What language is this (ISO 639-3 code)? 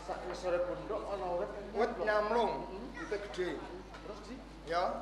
jav